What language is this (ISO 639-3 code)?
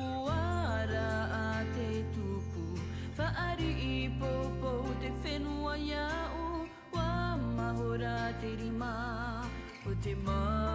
tah